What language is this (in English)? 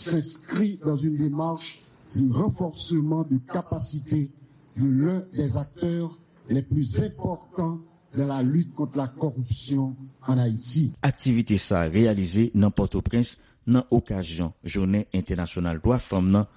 Haitian Creole